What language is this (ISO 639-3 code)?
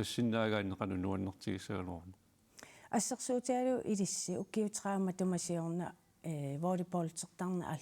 kal